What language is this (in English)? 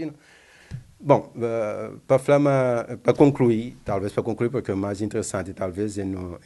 Kabuverdianu